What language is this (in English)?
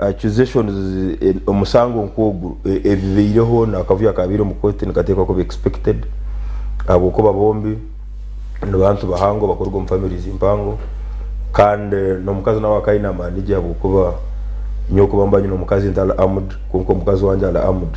Nyankole